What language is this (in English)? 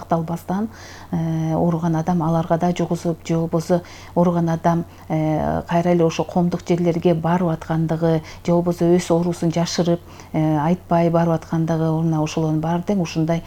Kyrgyz